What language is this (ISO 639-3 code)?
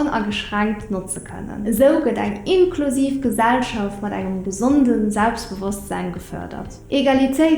ltz